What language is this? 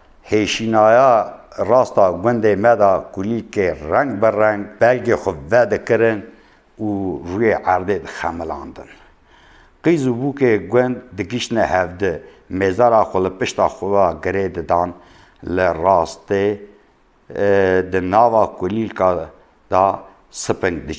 Kurdish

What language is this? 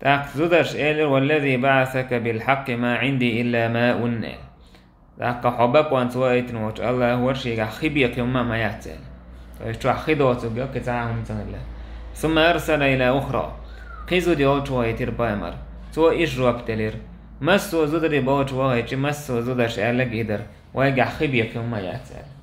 Chechen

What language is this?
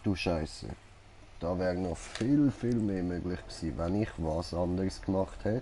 Swiss German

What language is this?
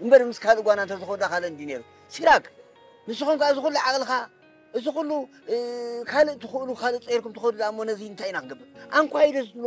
Tigrinya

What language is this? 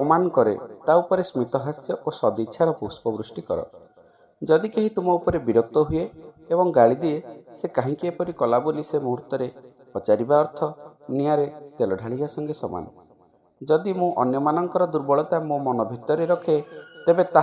Odia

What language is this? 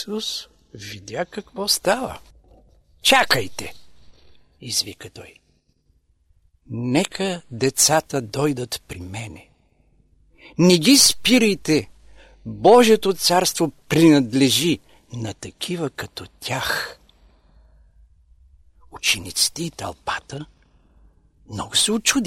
Bulgarian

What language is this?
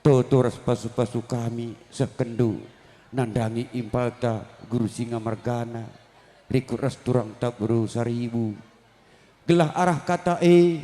Batak Karo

